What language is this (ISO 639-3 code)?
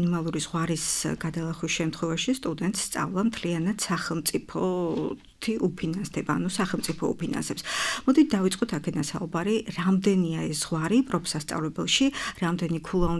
kat